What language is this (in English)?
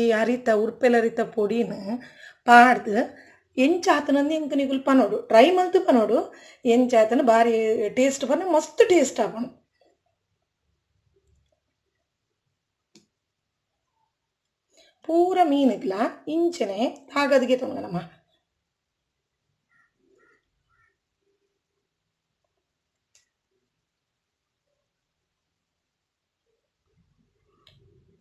Tulu